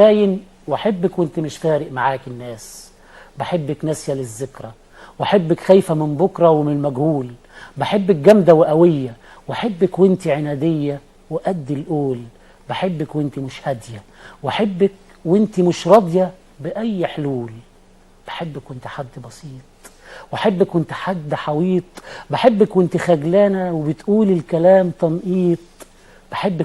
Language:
Egyptian Arabic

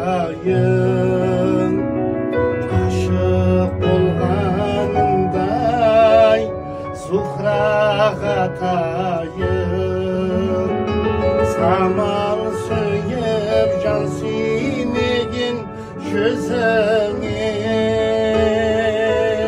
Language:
Kazakh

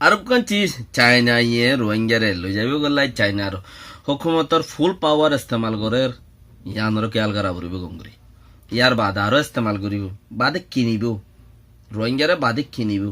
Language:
Rohingya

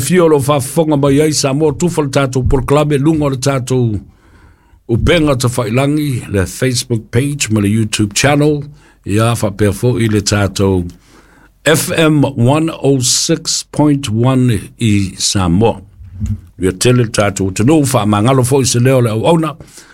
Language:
Samoan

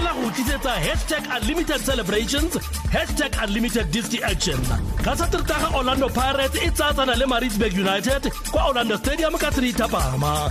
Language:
Tswana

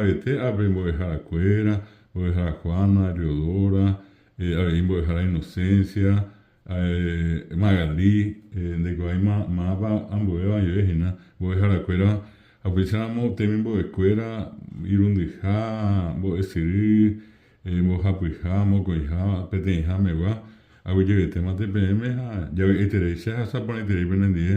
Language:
Guarani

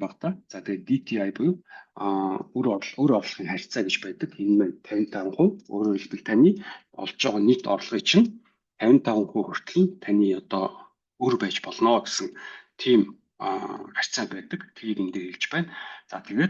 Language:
Mongolian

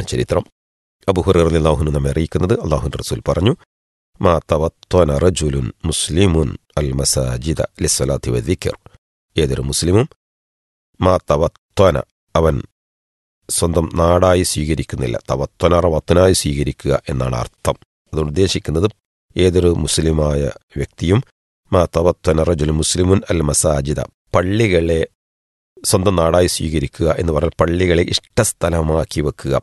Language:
Malayalam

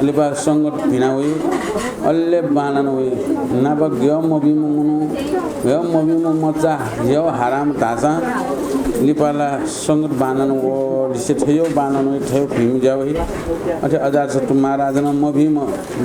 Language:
Newari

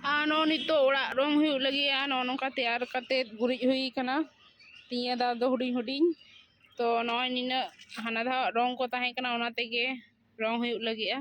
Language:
Santali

